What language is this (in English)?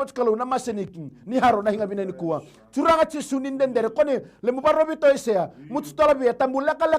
Fijian